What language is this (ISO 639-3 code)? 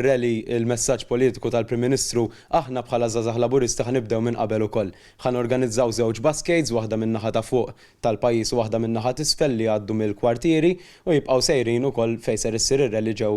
mlt